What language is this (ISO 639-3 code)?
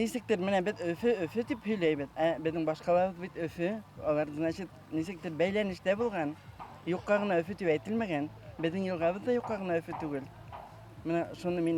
bak